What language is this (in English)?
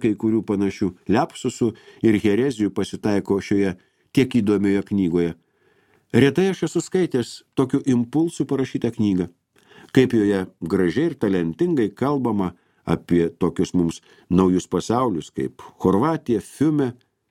Lithuanian